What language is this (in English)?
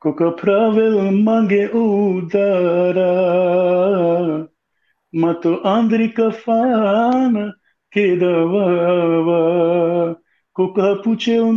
Balkan Romani